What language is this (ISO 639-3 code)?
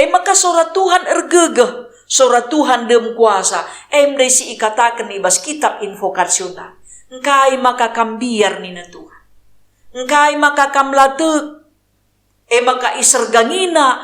btx